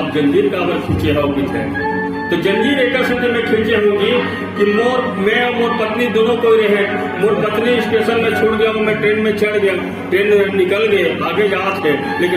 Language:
Chhattisgarhi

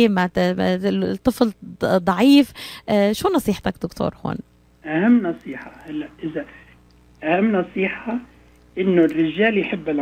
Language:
North Levantine Arabic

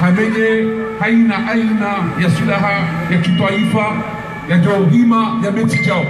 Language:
Ngazidja Comorian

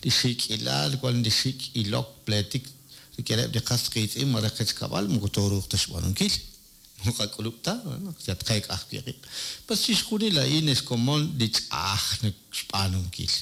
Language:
Kekchí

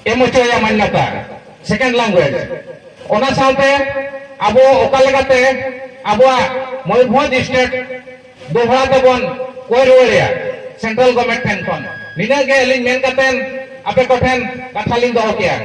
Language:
Santali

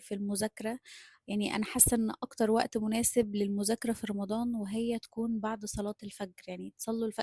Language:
Egyptian Arabic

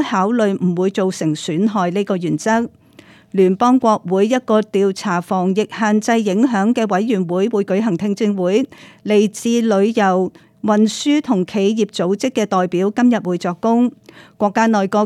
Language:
Cantonese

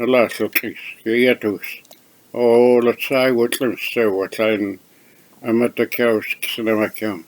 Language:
Mehek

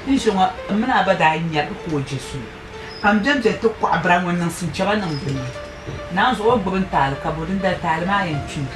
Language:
Dagbani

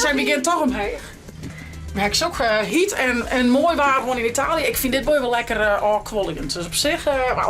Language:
Western Frisian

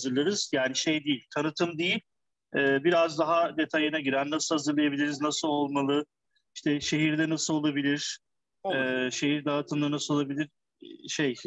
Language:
Turkish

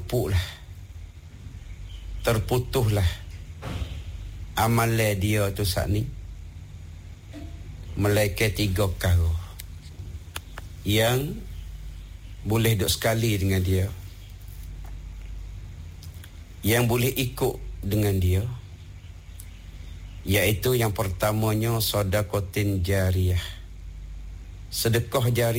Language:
Malay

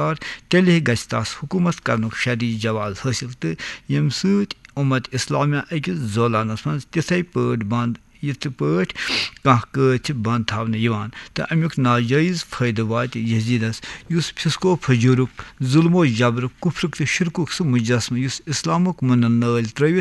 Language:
Kashmiri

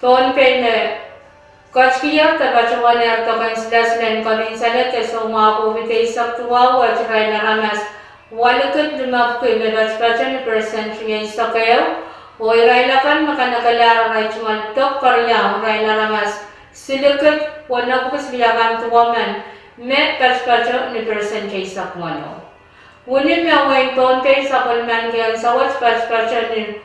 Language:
Pohnpeian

